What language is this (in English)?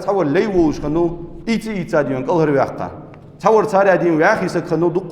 Ingush